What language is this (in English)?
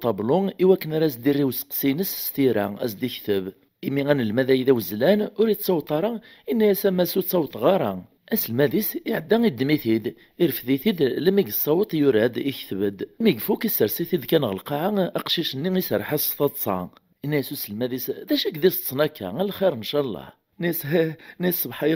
Kabyle